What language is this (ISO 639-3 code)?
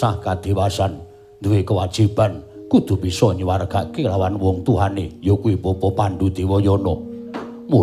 jav